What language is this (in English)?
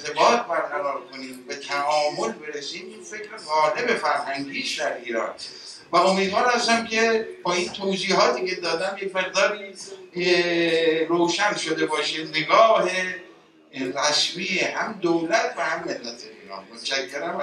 Persian